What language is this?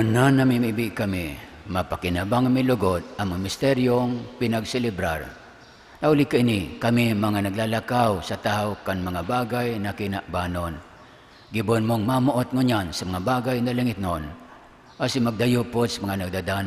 Bikol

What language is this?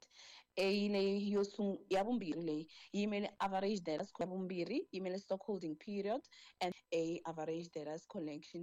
Tsonga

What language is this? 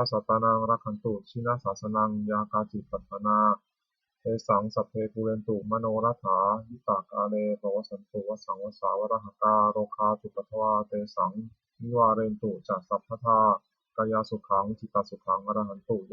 Pali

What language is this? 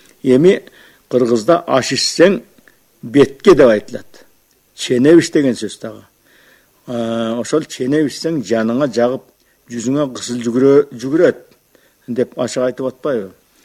Kyrgyz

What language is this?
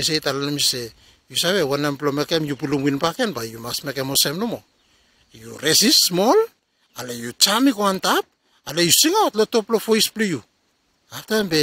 Bislama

